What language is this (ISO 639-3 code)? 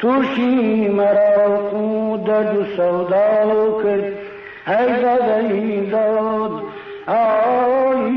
ckb